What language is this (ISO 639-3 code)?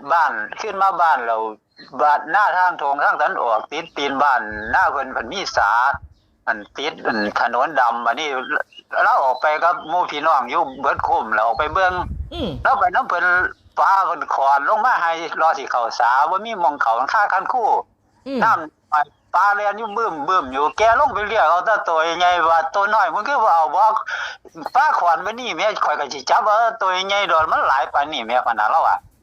tts